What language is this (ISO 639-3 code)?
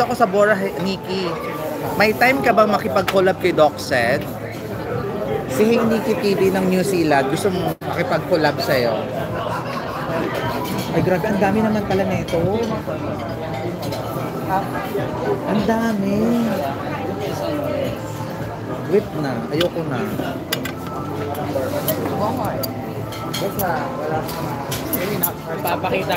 fil